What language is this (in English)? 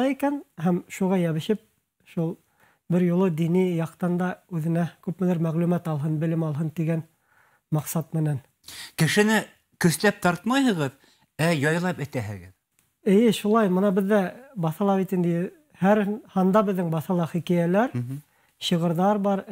Bashkir